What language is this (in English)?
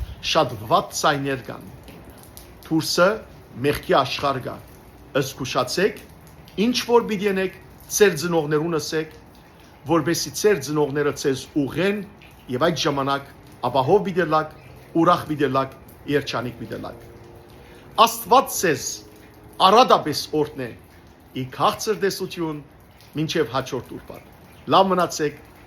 Western Armenian